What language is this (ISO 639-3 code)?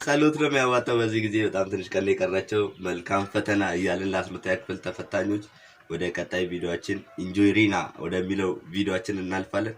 amh